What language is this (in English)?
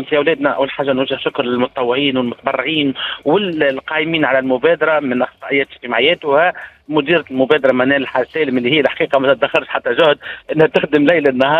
Tunisian Arabic